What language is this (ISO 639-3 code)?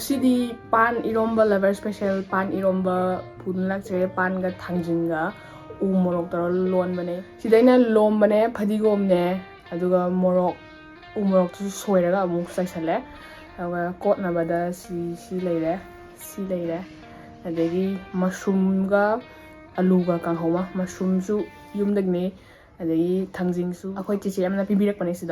mni